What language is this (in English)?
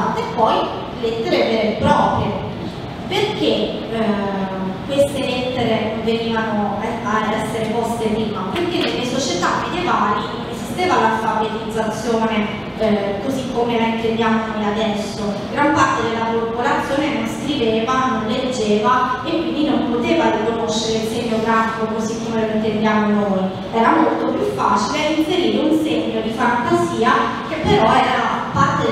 Italian